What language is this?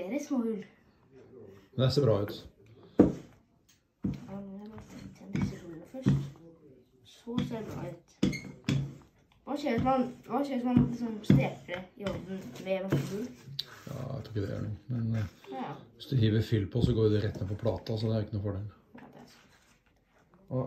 Norwegian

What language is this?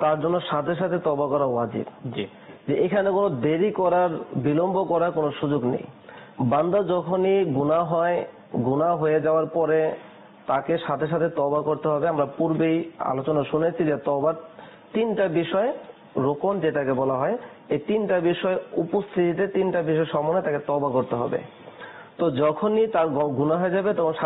Bangla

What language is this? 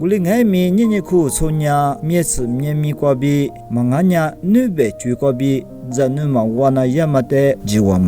Lisu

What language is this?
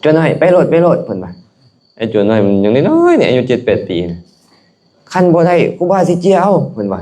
Lao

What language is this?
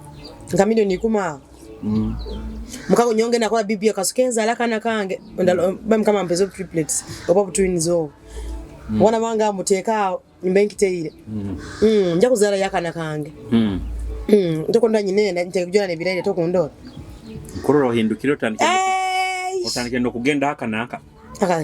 Nyoro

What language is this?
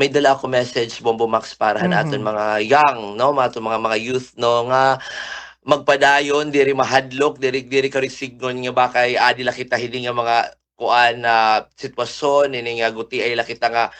Waray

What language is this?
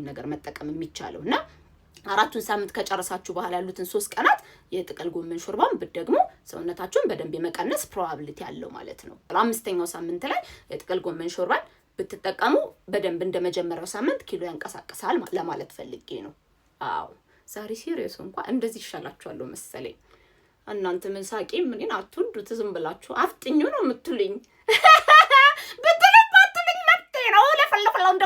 Amharic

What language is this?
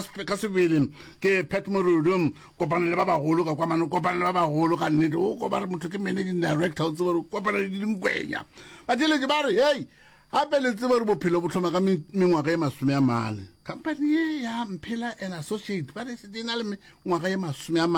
Northern Sotho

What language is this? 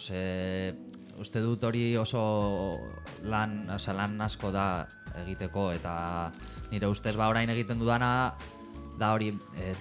Basque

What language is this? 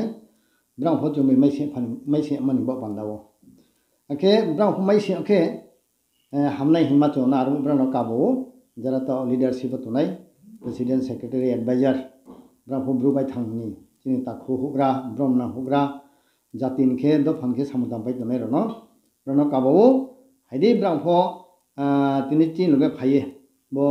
Riang (India)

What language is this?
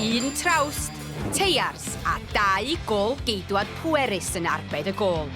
Welsh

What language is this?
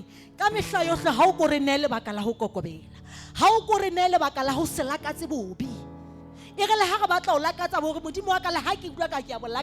Southern Sotho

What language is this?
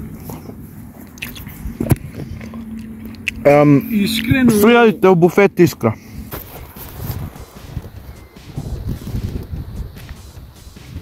Croatian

